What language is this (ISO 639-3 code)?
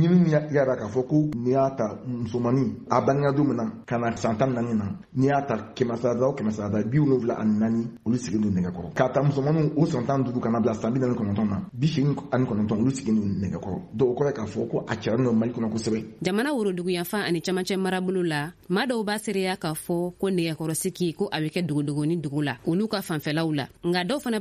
bam